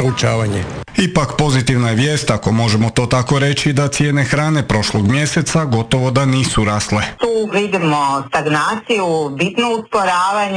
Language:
Croatian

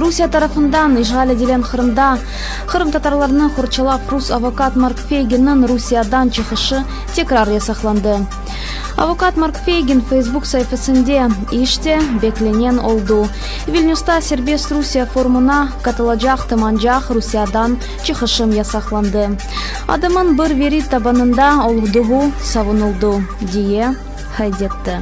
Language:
Crimean Tatar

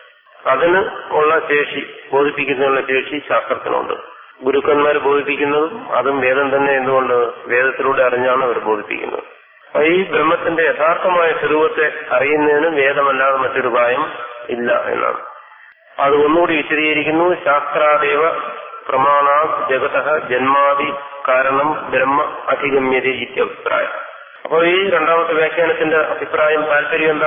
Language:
Malayalam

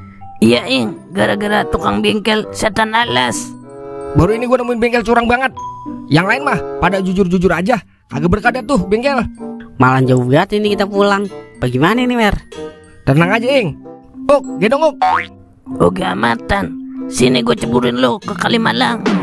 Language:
Betawi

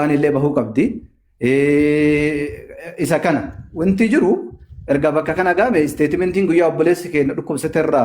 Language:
Oromo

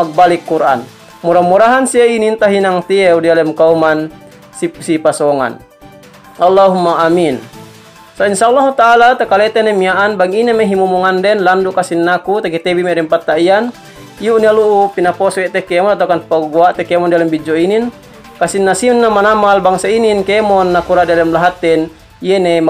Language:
Yakan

